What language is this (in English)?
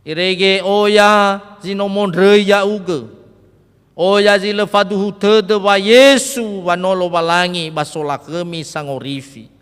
Nias